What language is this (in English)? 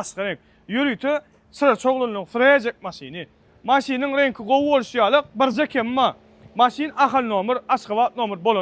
Turkmen